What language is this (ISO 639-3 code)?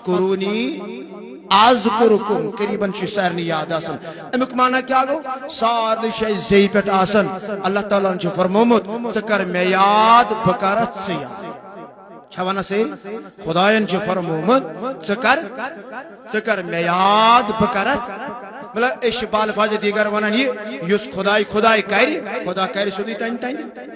kas